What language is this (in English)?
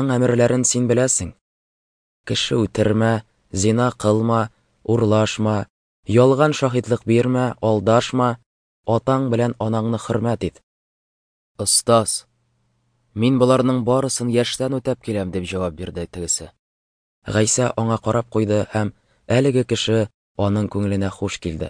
Tatar